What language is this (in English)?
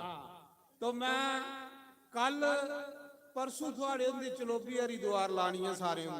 Dogri